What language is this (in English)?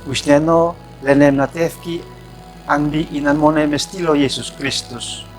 Uab Meto